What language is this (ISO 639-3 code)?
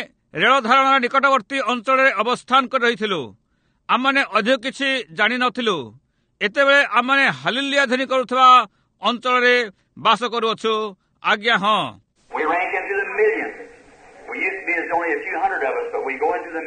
ori